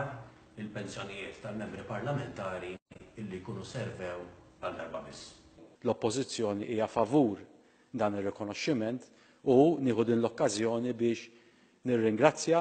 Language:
Maltese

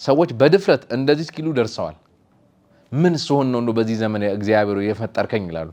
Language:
Amharic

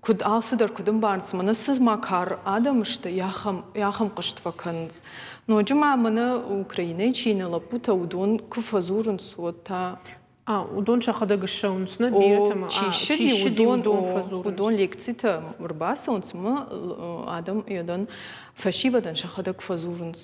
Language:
Ossetic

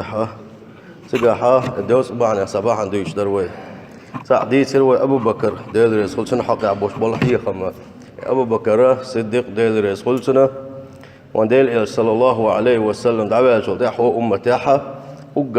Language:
Chechen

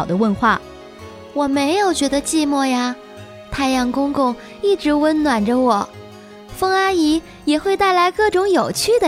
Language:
Chinese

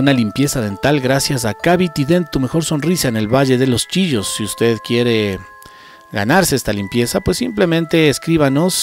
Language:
Spanish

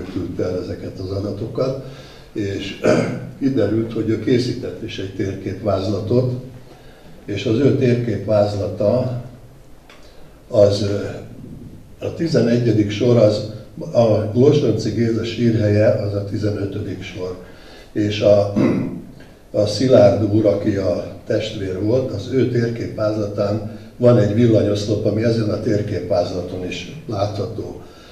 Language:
Hungarian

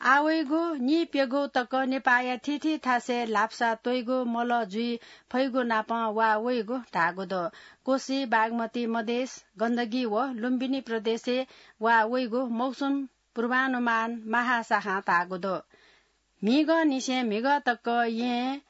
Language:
Newari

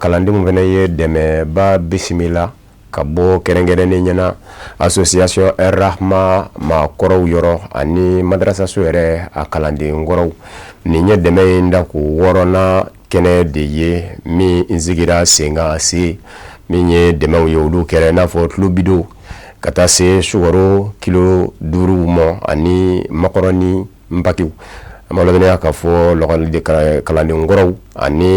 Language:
Bambara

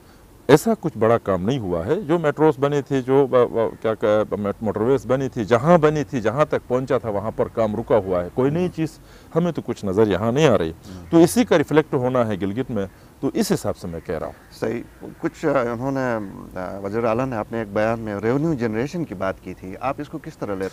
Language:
Urdu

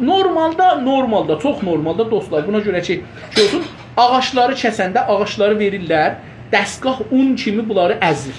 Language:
South Azerbaijani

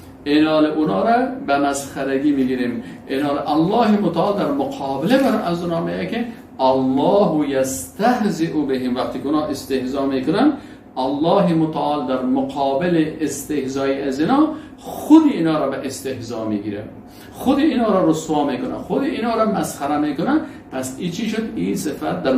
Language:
Persian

